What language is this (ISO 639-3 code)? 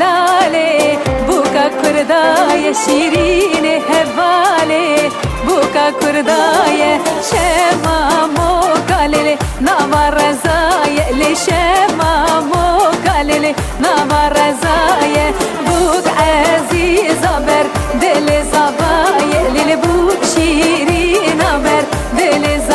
kur